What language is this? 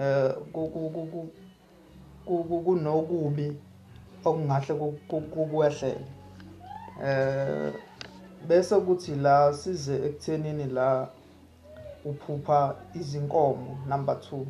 Zulu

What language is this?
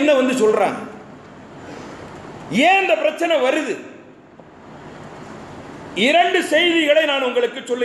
Tamil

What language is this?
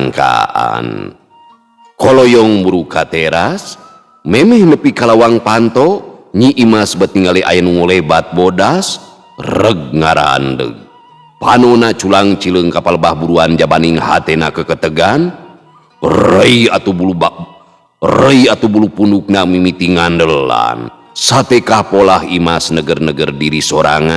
Sundanese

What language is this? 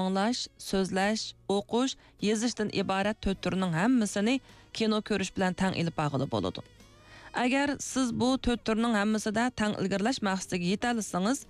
Uyghur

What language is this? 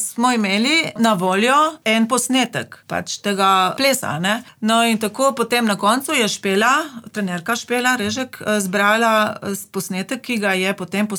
Slovenian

